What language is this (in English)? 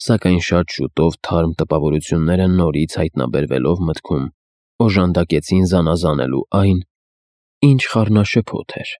Armenian